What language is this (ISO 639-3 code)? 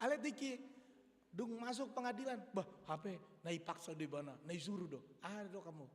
bbc